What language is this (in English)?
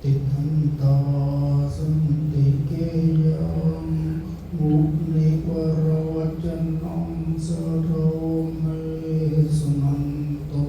Pali